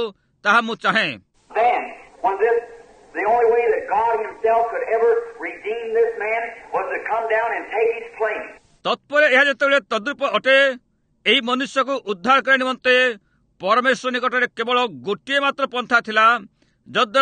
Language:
Odia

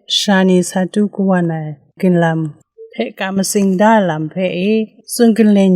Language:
Kachin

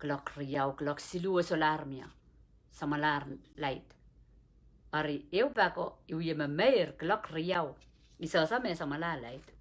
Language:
Pohnpeian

